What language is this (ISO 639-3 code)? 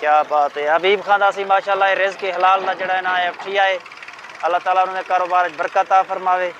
skr